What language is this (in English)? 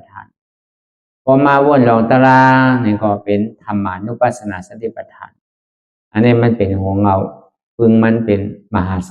Shan